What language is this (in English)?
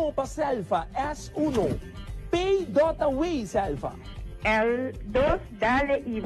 Papiamento